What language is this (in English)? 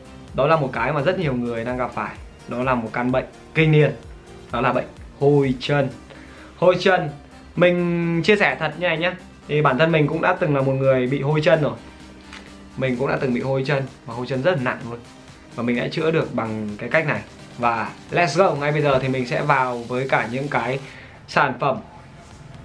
Vietnamese